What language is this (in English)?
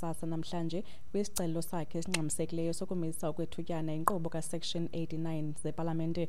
Xhosa